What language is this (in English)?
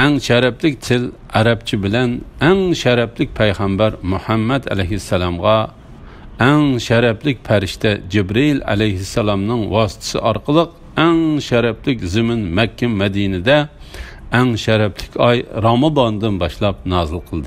Uyghur